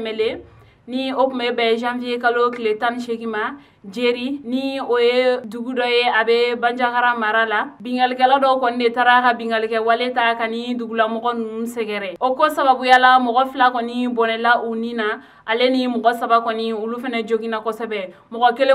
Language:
Bambara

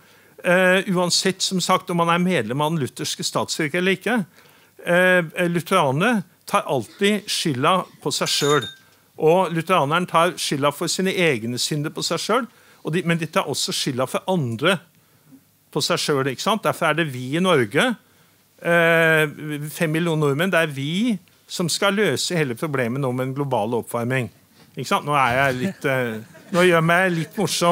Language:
Norwegian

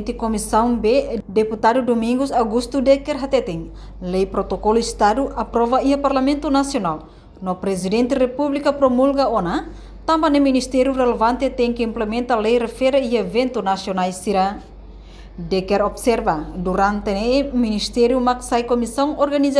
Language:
Tetum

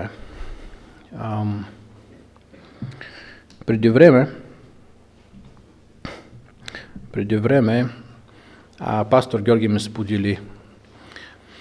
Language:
Bulgarian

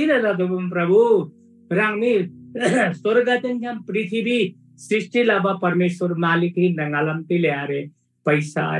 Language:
Eastern Tamang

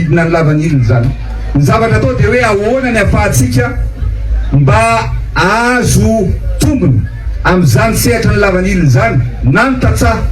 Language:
Malagasy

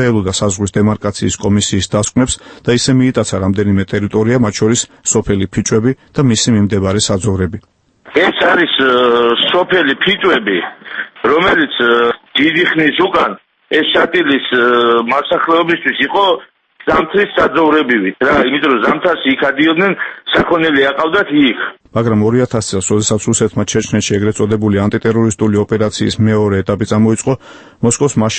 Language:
Georgian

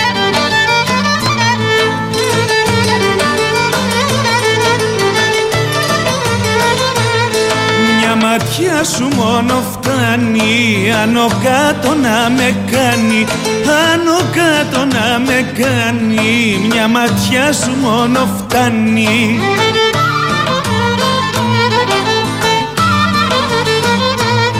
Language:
Greek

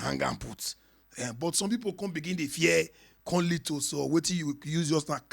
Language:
Nigerian Pidgin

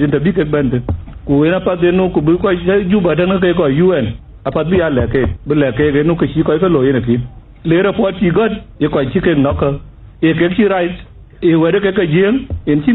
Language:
Dinka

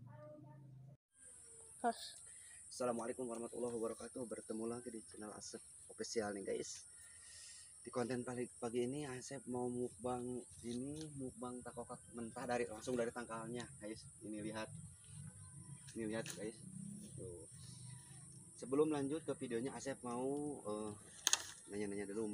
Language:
Indonesian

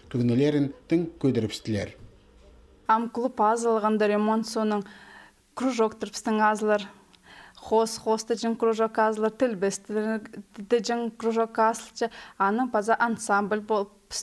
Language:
Khakas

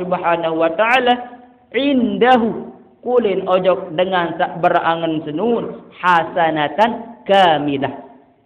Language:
Sasak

